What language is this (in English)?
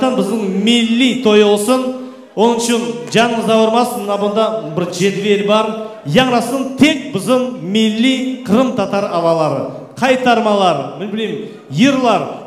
Crimean Tatar